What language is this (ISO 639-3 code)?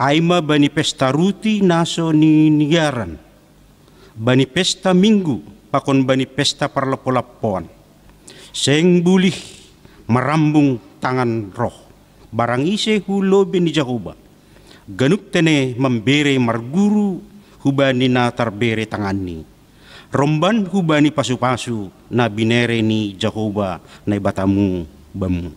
bts